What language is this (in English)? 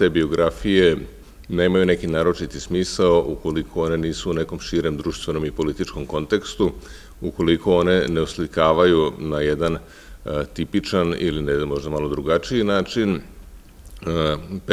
Serbian